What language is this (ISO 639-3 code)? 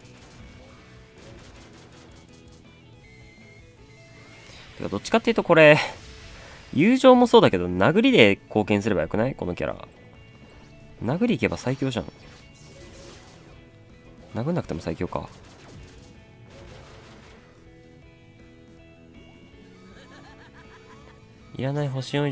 jpn